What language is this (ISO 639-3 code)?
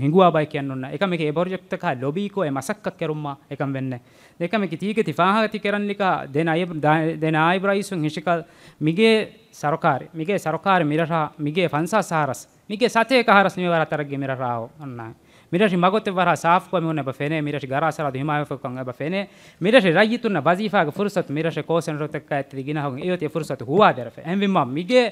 div